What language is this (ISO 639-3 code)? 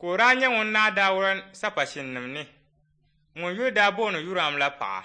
dag